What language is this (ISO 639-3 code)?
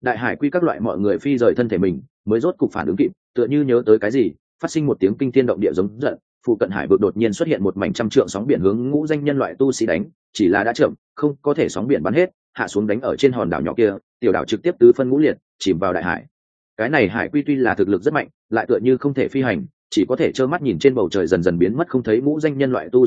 vie